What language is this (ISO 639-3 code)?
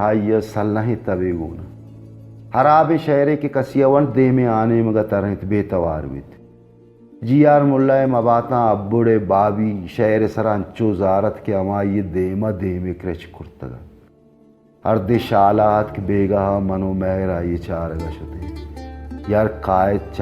bal